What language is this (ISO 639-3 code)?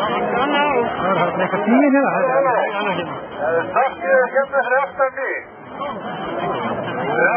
isl